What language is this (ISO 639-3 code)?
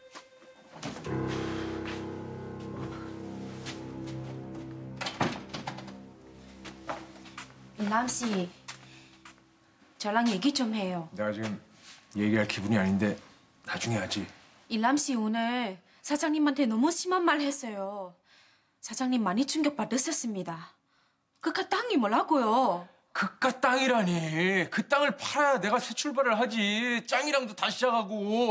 kor